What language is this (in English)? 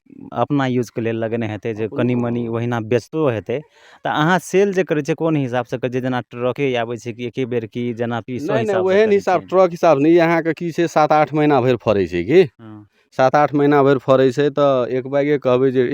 Maithili